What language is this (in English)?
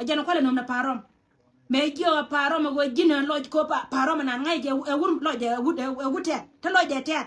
Nuer